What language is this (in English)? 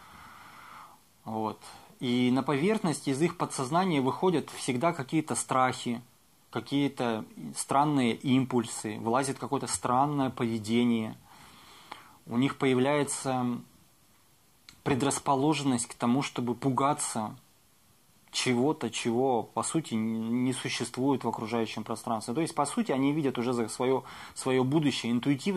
Russian